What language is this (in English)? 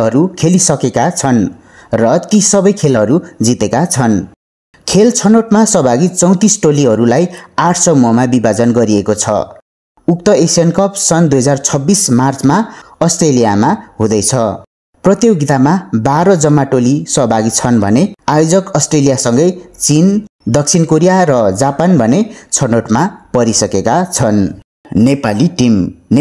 Nepali